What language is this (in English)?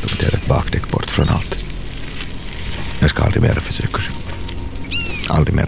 Swedish